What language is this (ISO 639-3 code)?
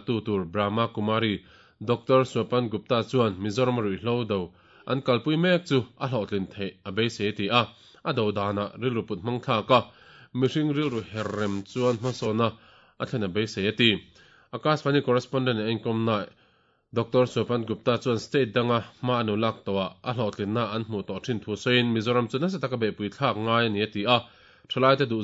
lus